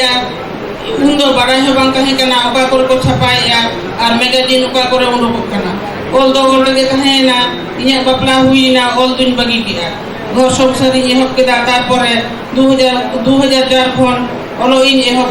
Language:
Santali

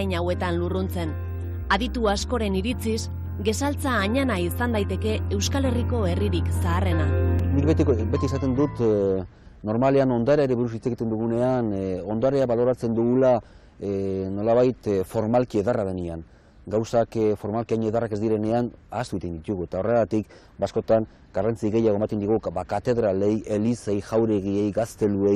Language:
Basque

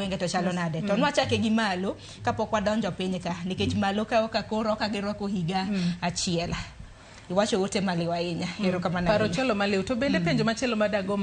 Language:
Luo (Kenya and Tanzania)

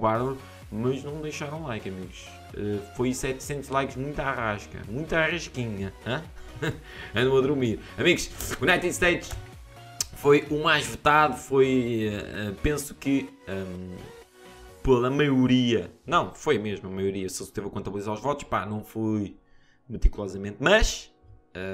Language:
Portuguese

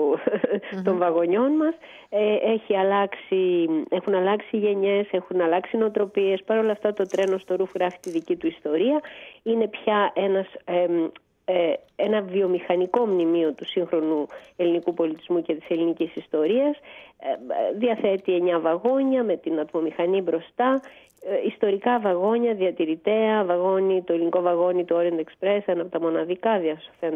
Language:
Greek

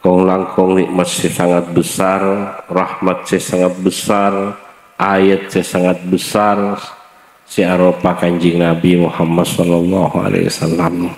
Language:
Madurese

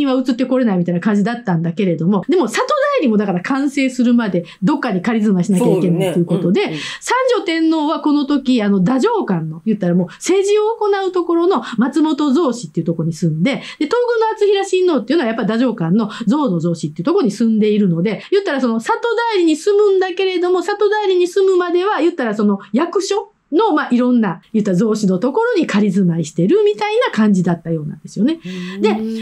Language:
Japanese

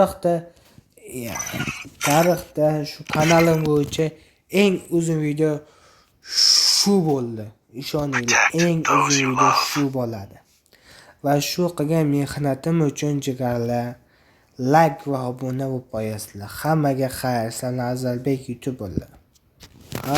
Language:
Uzbek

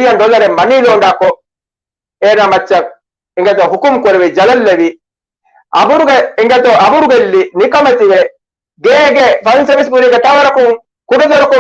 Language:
Divehi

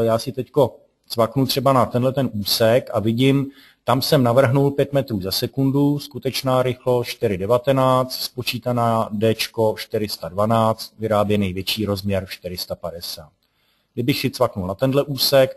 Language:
Czech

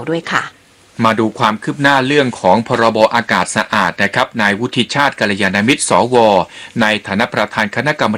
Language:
Thai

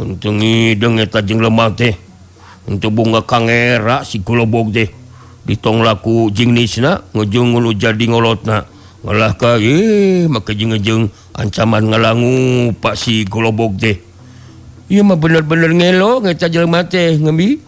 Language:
Sundanese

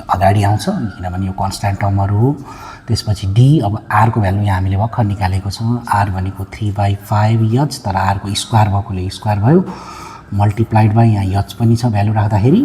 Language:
Nepali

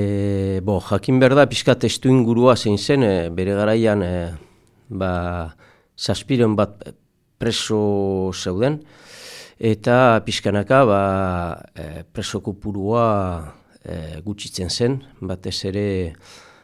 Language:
Basque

